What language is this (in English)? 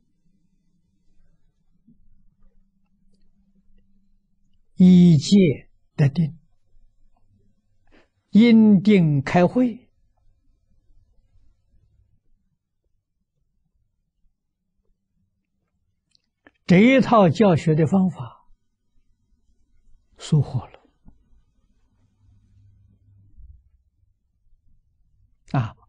Chinese